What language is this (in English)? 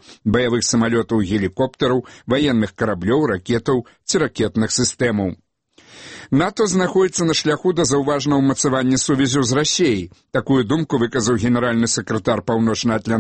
Belarusian